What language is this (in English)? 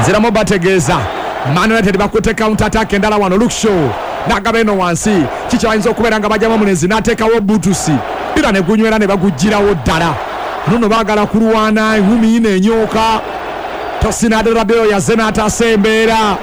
Ganda